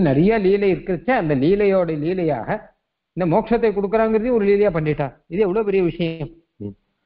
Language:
Tamil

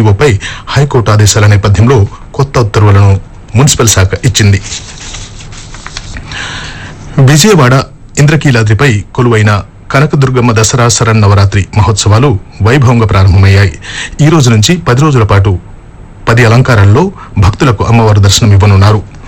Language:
Telugu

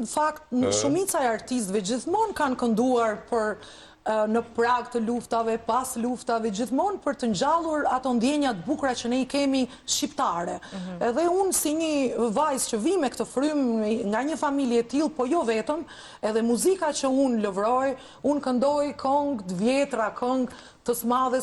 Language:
Albanian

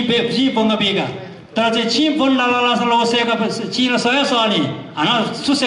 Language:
Newari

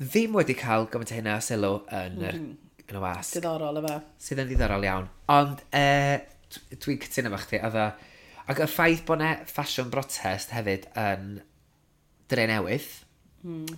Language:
Welsh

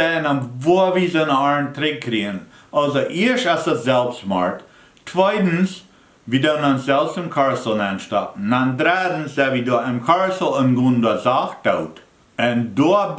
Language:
Plautdietsch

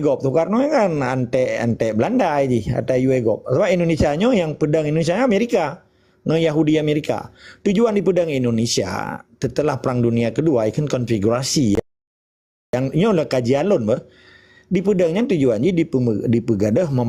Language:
Achinese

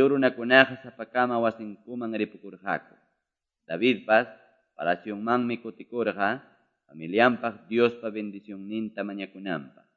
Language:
Ayacucho Quechua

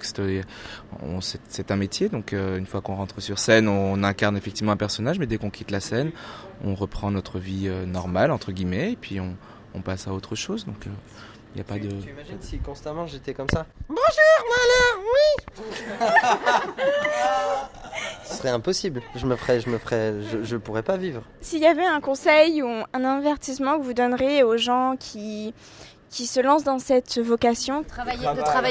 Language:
French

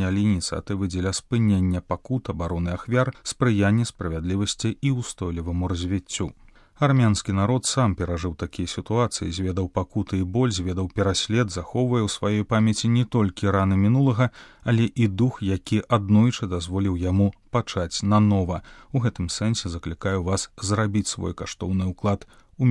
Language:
Belarusian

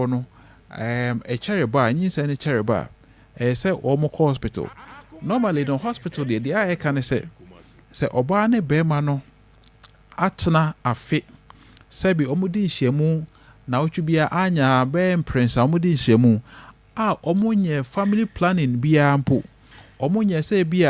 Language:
Akan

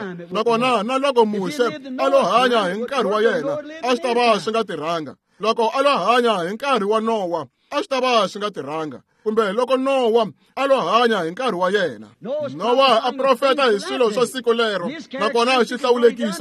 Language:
Tsonga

